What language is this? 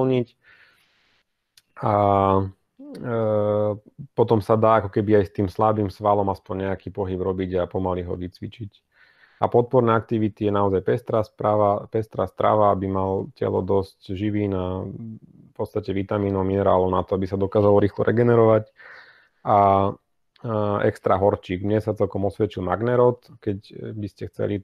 Slovak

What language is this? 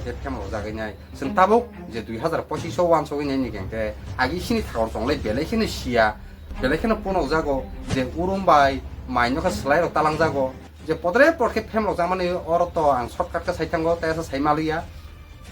Kok Borok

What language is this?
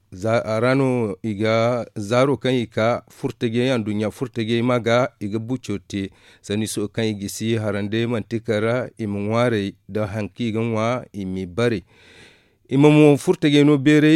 Zarma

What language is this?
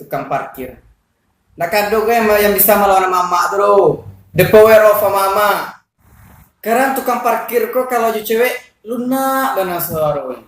Minangkabau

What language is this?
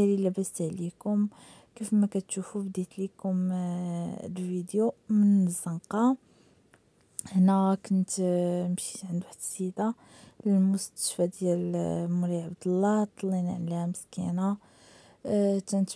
Moroccan Arabic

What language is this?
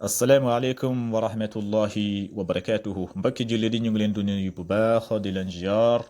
Wolof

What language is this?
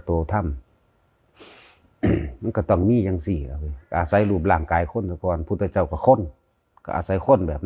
Lao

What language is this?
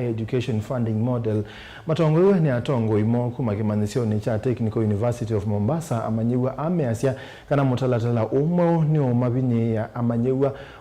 Kamba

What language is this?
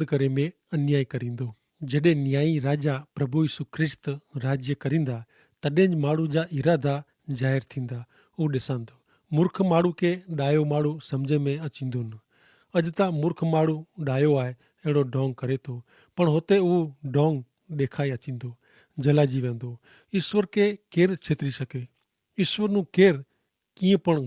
Kachhi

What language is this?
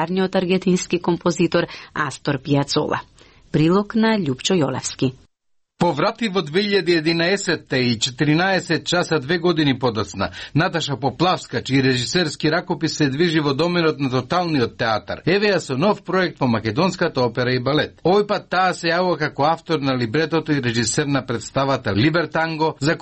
Macedonian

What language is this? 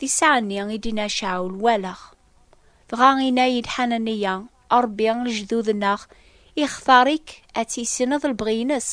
Kabyle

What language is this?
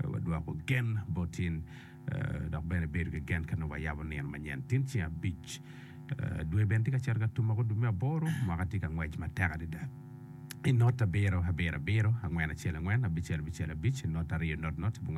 Acoli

